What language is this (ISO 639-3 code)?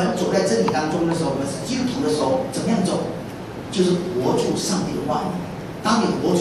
zho